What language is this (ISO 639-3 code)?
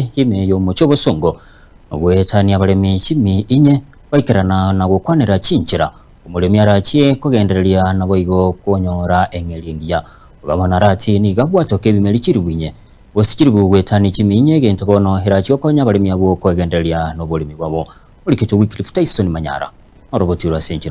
guz